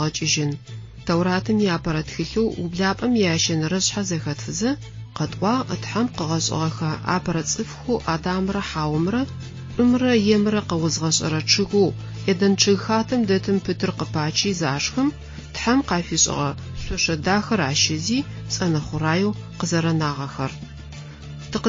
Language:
Adyghe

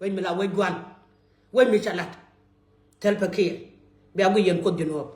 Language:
Nuer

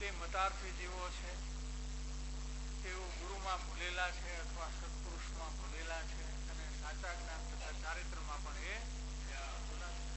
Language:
Gujarati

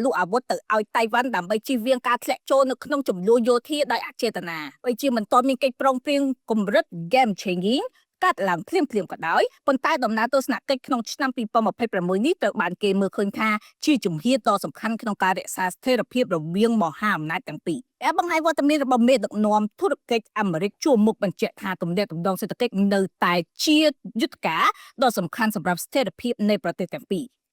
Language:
Khmer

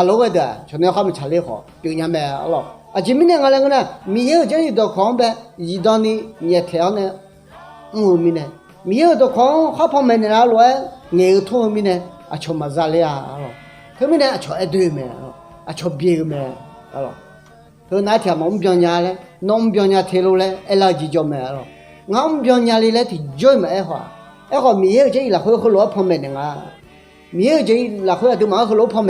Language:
Akha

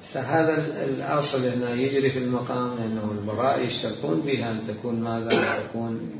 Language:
Mesopotamian Arabic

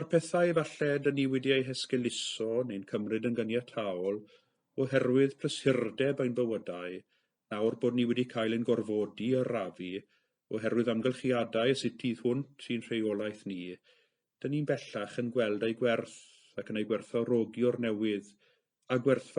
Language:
Welsh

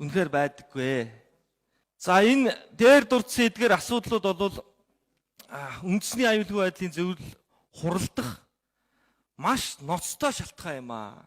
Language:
Mongolian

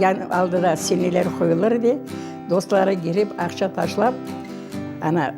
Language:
Crimean Tatar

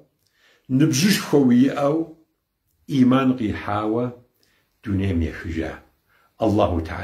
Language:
Kabardian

